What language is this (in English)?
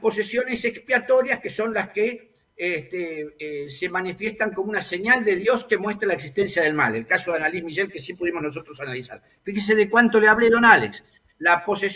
Spanish